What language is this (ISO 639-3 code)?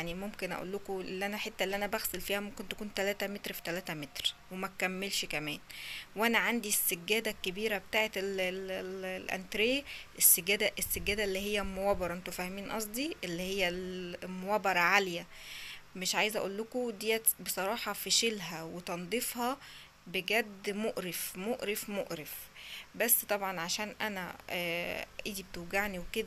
arz